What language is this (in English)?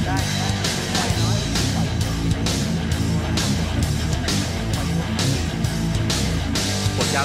Thai